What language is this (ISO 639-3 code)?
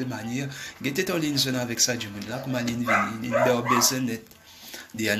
mfe